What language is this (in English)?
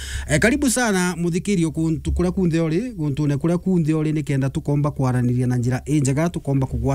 Meru